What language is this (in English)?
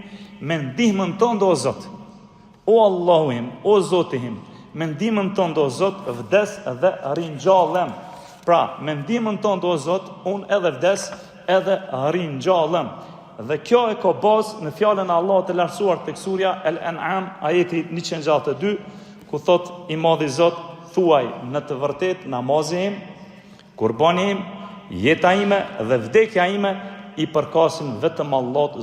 Albanian